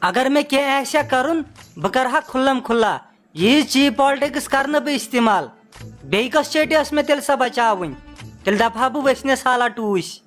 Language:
Kashmiri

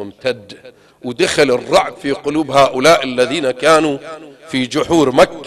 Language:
Arabic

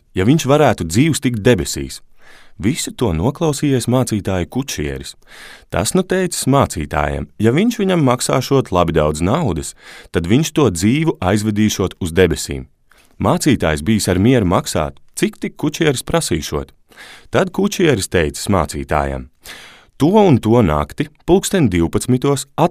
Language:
Latvian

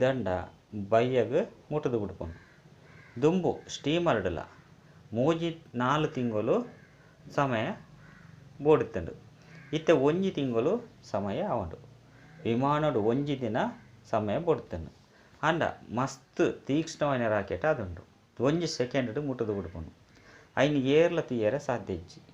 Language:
Tulu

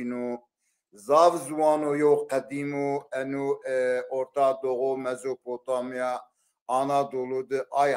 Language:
Zaza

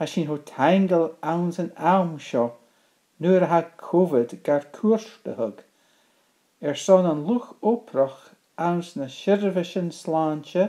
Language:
Scottish Gaelic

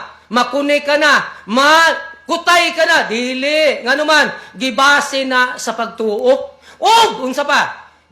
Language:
Cebuano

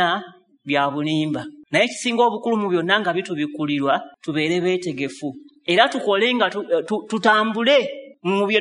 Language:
Ganda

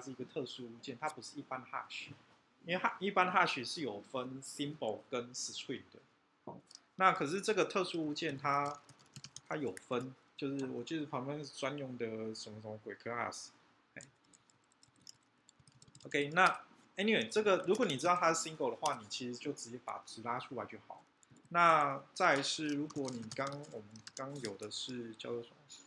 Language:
Chinese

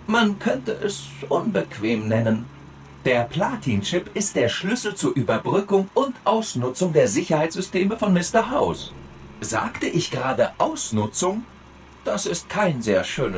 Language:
Bavarian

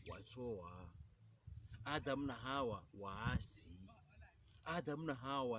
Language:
Pokomo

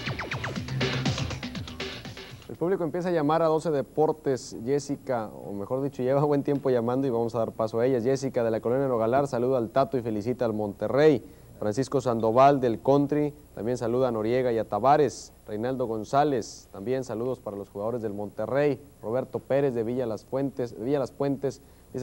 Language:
Spanish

